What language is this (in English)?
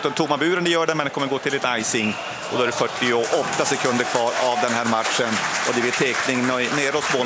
Swedish